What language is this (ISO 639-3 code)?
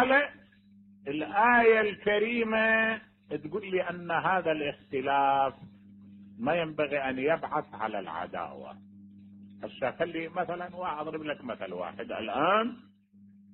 acm